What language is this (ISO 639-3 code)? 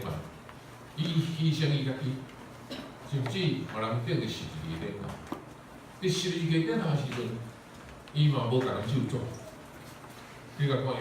nan